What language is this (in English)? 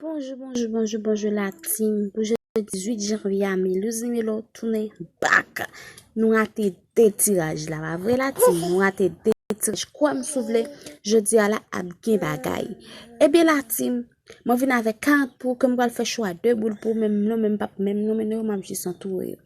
Haitian Creole